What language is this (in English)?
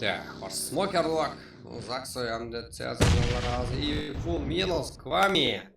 Kara-Kalpak